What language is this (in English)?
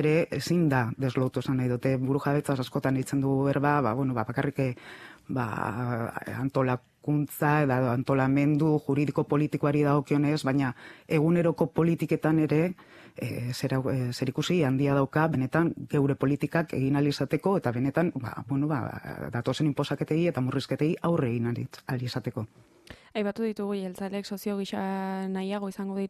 Basque